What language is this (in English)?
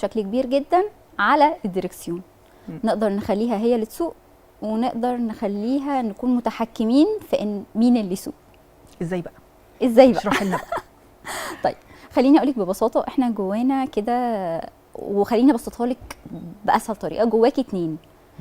Egyptian Arabic